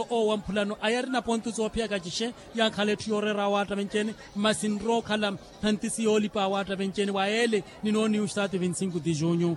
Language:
Makhuwa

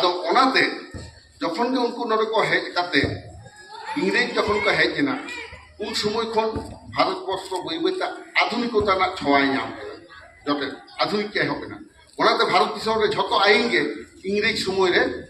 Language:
Santali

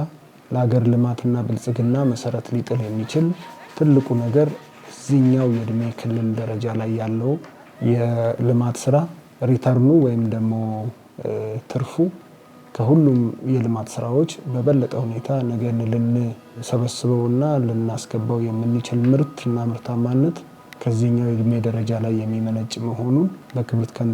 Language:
Amharic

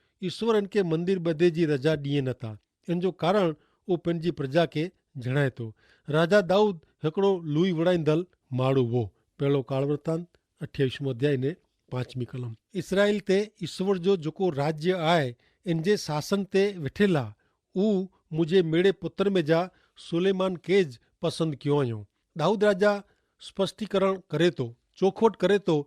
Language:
Kachhi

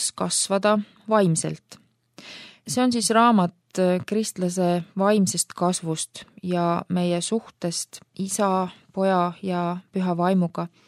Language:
Estonian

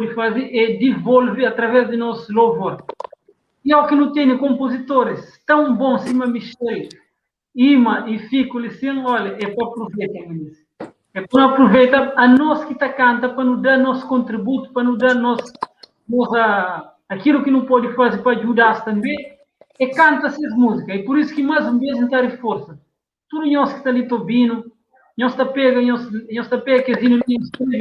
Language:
Kabuverdianu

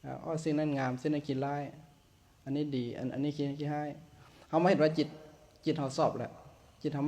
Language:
Lao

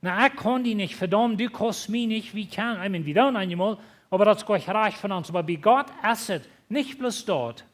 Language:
Plautdietsch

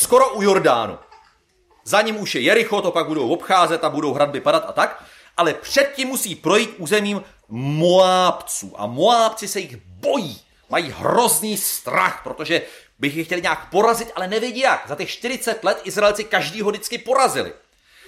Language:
Czech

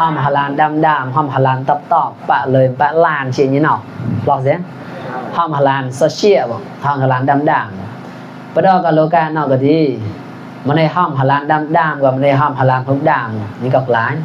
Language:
Mon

